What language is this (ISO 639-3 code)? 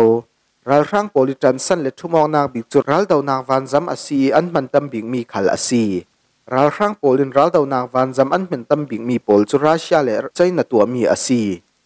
cfm